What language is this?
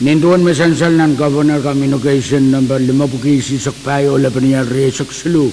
Pohnpeian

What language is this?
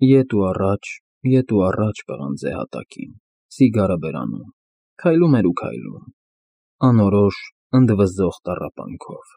Armenian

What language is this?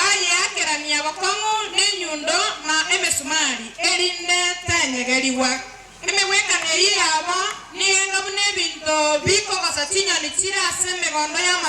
Gusii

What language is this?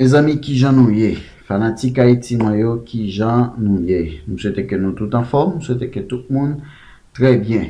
Haitian Creole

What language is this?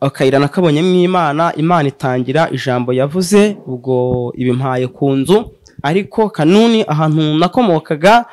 Kinyarwanda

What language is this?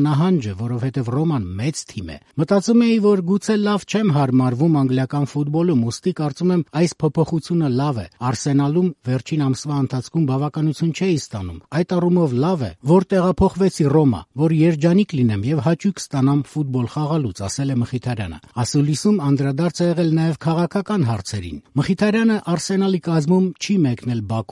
Armenian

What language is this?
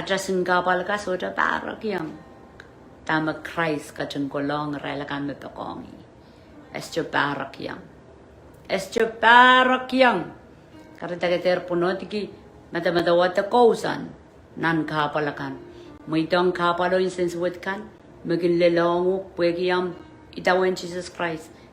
Pohnpeian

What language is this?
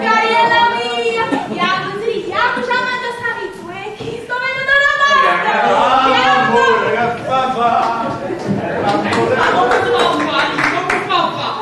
Neapolitan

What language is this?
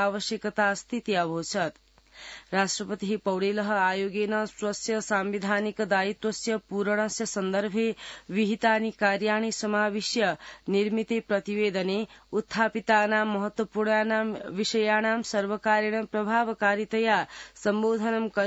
Sanskrit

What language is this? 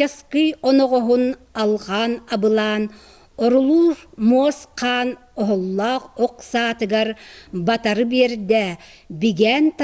Yakut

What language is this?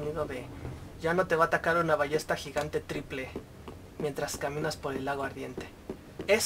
Spanish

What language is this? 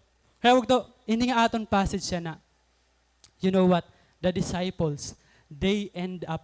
Waray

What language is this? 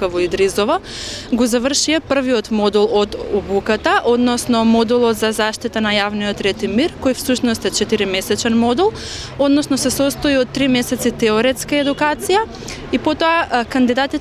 Macedonian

